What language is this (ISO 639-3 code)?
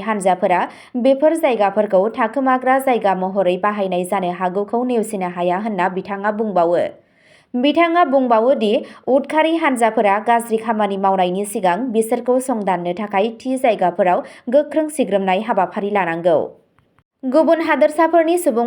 brx